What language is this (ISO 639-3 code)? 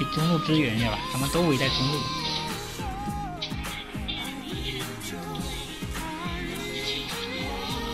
zho